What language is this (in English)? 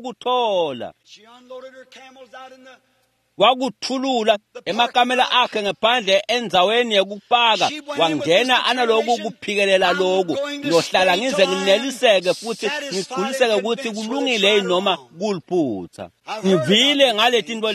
Swati